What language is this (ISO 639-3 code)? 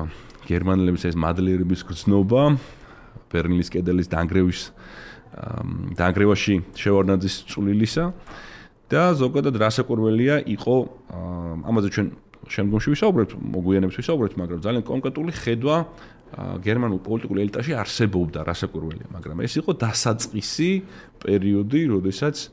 kat